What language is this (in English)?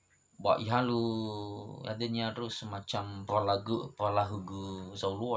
Nias